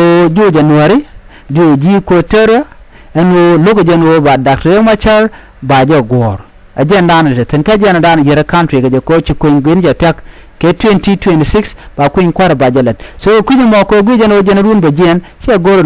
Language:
Nuer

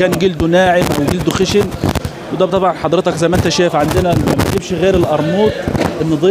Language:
Egyptian Arabic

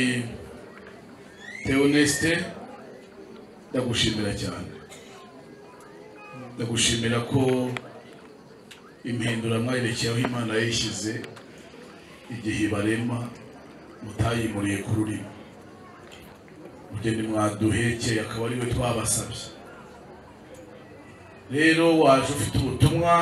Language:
Kinyarwanda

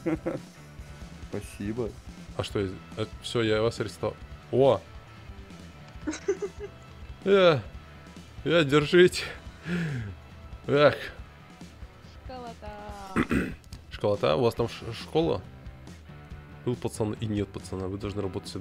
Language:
Russian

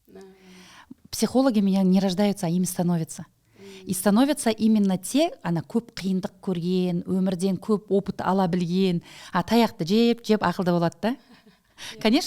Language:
Kazakh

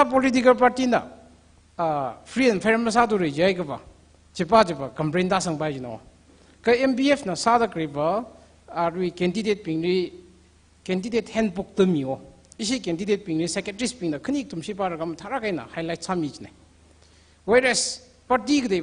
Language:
Tangkhul Naga (India)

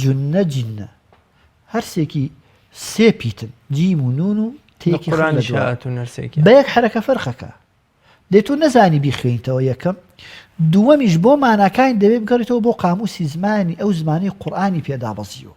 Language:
Central Kurdish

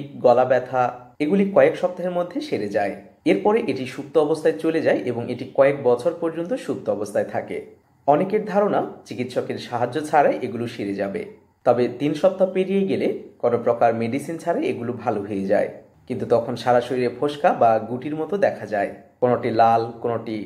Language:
Bangla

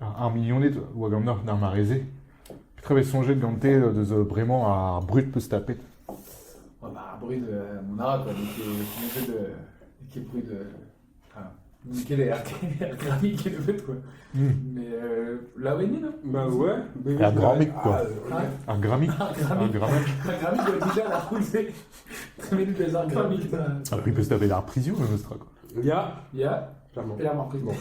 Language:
Breton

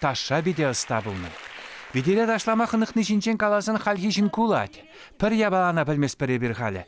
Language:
Chuvash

